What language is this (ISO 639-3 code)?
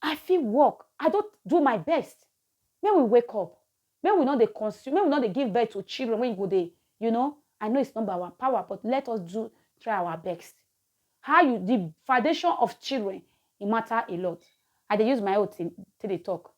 pcm